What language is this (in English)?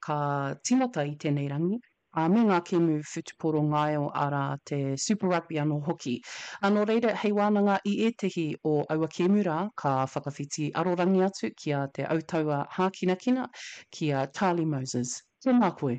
Māori